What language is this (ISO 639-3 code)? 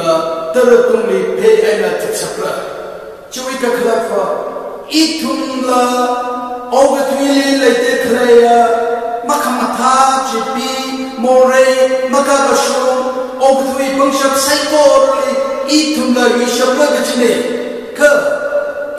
nmf